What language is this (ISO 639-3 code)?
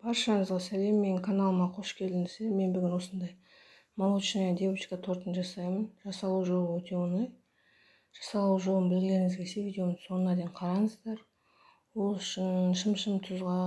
kaz